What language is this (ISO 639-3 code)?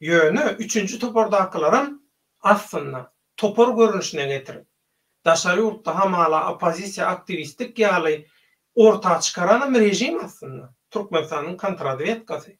tuk